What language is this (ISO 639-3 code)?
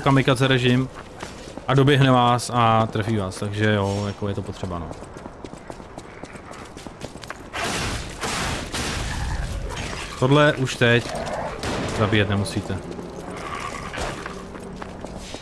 ces